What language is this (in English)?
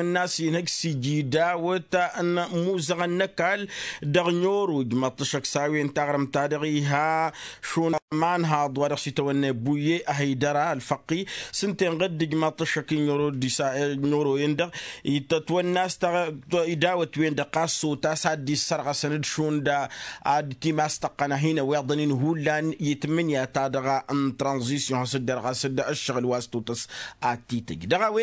Tamasheq